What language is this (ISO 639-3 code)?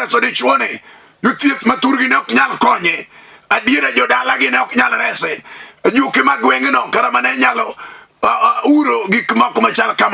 luo